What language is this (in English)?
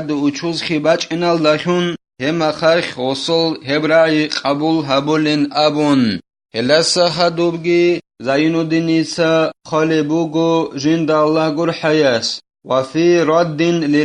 Avaric